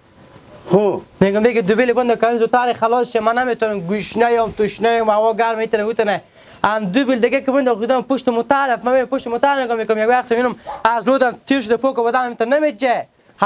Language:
Hazaragi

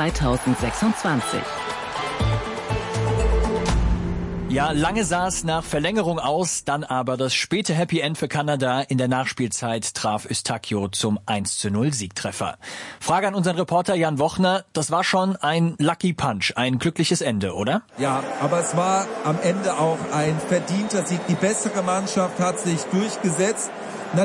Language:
German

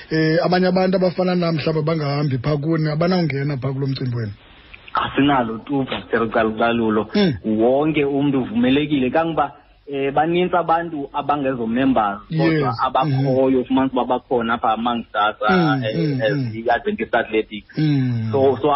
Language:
Xhosa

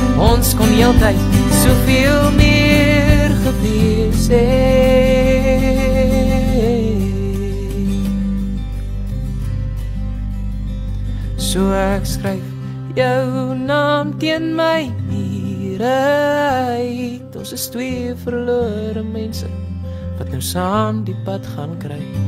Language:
Afrikaans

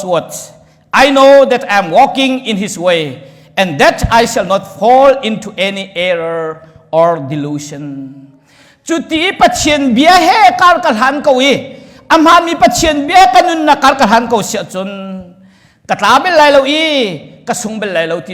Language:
Hakha Chin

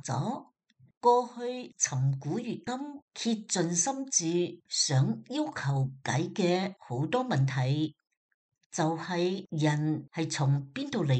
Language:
Cantonese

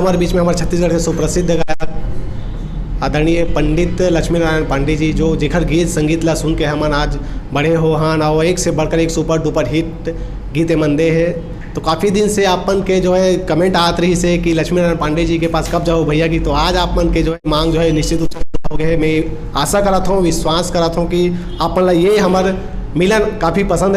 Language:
Chhattisgarhi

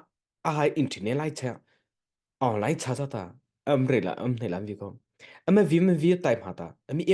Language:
Mara Chin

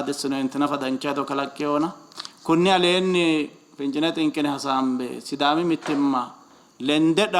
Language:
Sidamo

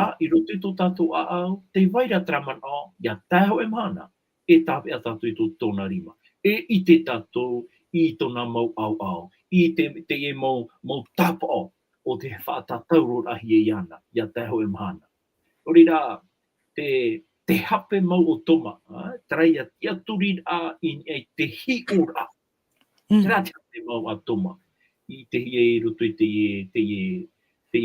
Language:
Tahitian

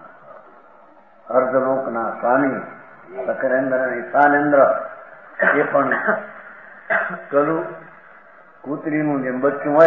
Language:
Gujarati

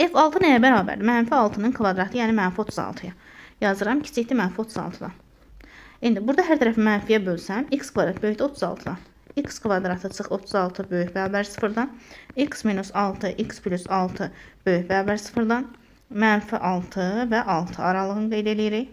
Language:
Azerbaijani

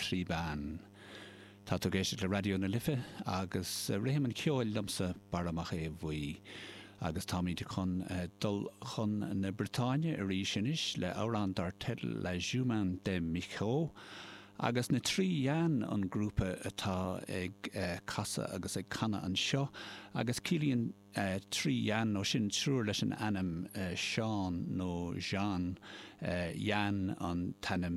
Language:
Irish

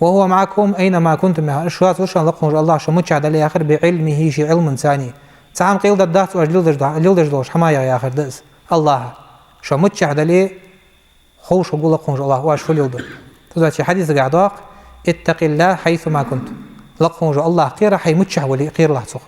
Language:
Ingush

